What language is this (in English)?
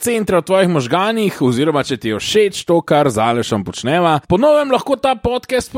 Slovenian